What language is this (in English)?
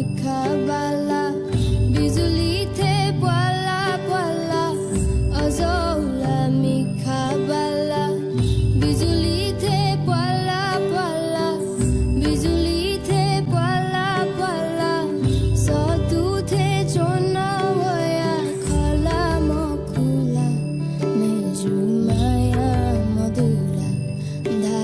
Newari